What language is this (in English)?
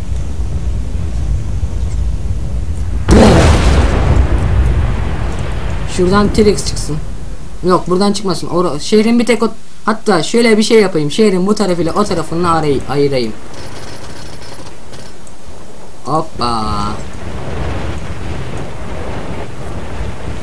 Turkish